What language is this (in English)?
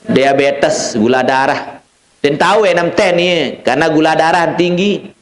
Sasak